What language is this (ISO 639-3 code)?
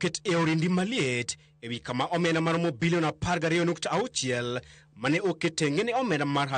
luo